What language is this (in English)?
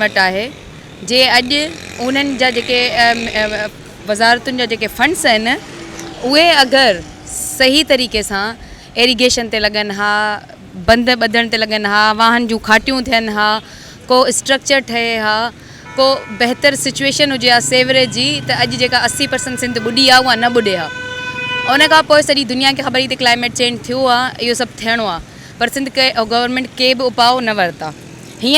Sindhi